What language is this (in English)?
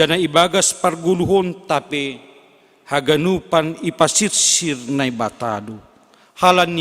Batak Simalungun